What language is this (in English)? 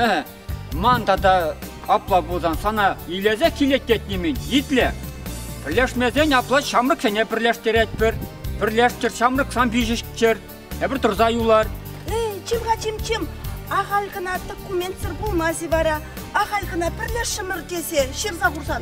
Chuvash